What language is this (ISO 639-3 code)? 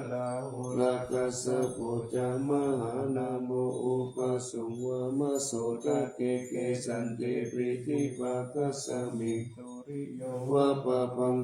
pli